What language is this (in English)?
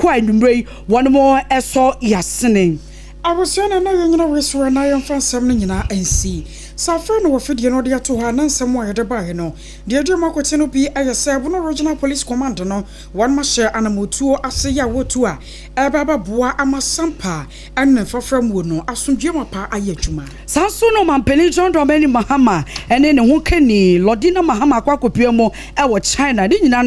Akan